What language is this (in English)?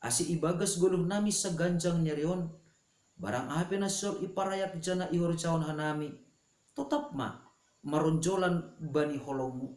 Batak Simalungun